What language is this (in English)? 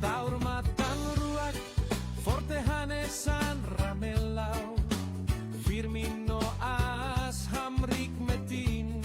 Tetum